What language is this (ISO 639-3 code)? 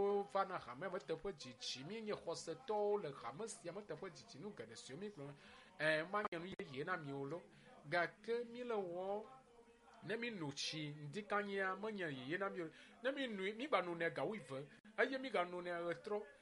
ewe